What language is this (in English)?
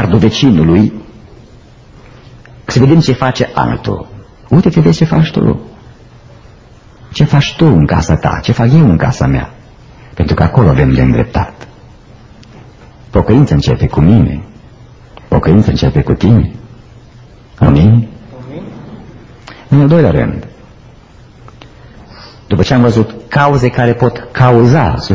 Romanian